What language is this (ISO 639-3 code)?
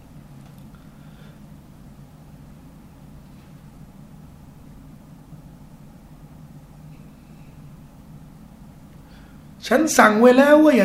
tha